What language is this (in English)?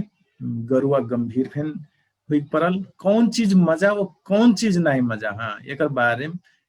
Dangaura Tharu